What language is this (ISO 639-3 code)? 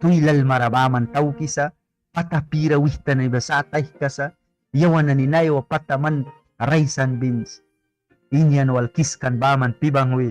miq